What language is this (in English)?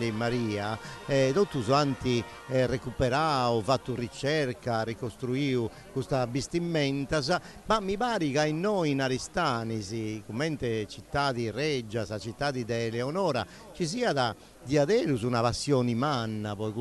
Sardinian